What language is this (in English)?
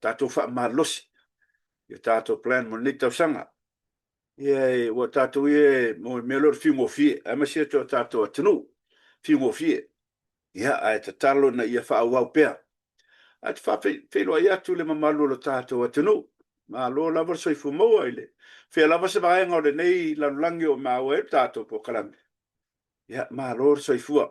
Samoan